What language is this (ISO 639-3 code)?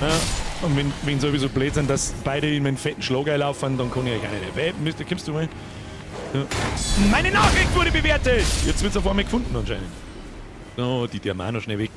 bar